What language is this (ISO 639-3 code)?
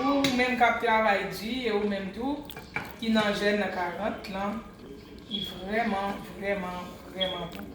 hat